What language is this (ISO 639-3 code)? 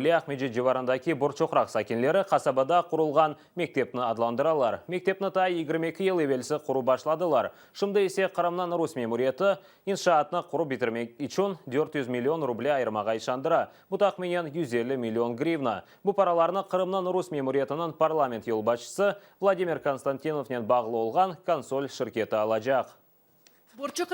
crh